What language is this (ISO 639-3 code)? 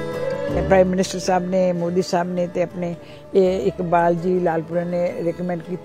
pan